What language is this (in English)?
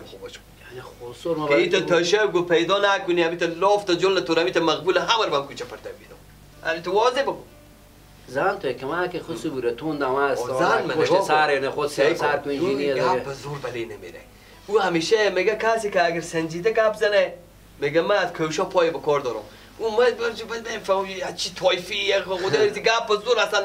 Persian